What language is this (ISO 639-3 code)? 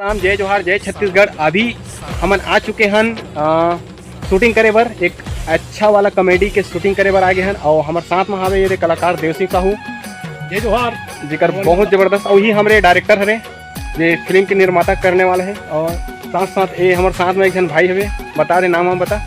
hne